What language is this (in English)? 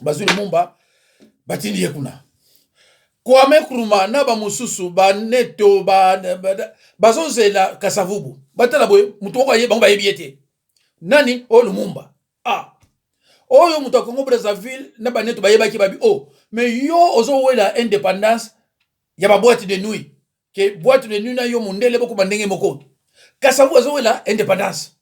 Lingala